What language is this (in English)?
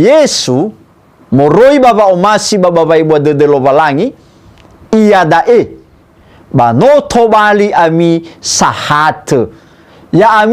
Nias